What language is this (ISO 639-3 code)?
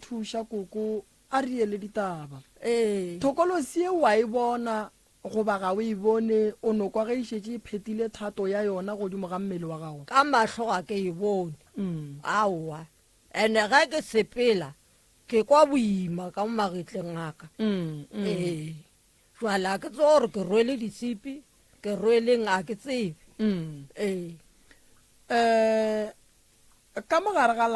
nso